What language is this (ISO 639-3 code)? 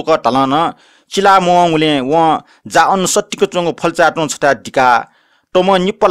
new